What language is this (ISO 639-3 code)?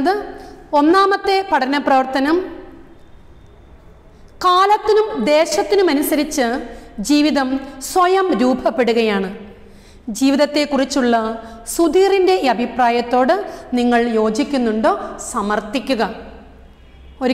mal